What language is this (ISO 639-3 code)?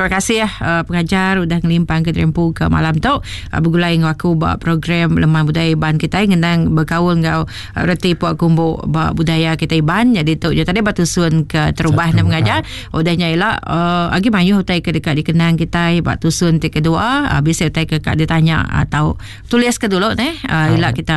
iba